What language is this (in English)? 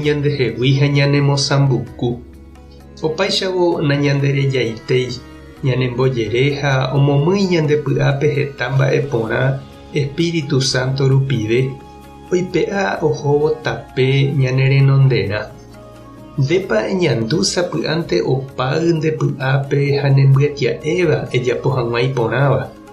Guarani